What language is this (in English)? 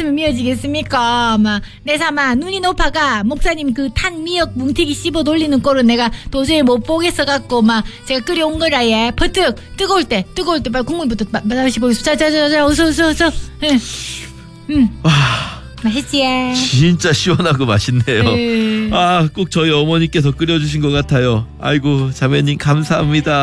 Korean